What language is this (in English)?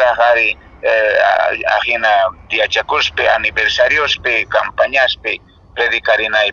Quechua